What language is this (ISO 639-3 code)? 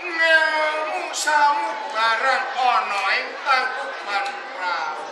jav